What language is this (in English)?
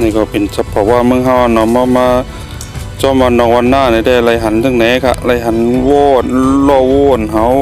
Shan